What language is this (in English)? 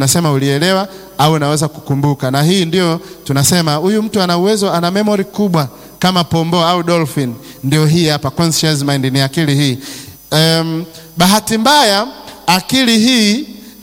Swahili